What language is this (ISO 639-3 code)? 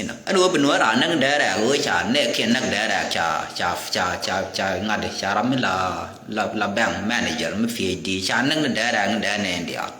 nus